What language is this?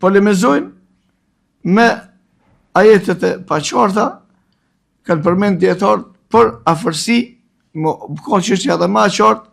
Albanian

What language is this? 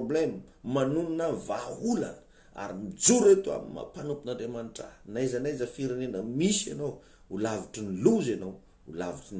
Malagasy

